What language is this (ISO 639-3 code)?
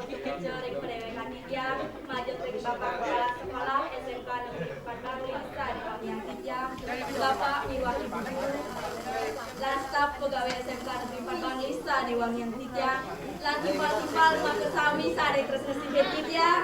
ban